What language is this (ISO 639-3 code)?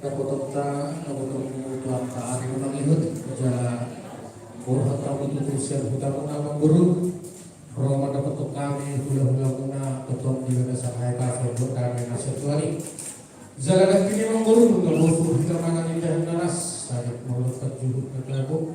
bbc